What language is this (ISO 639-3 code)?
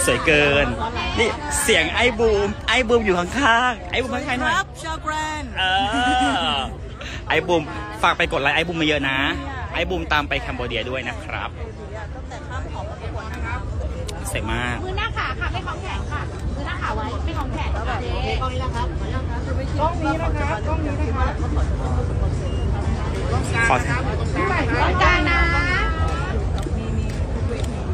tha